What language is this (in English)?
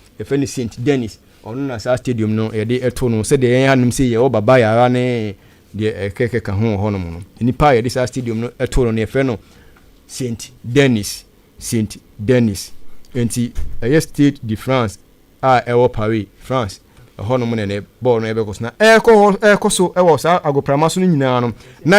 Akan